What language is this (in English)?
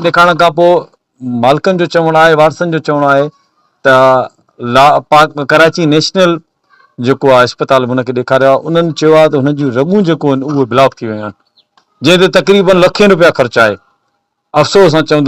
Sindhi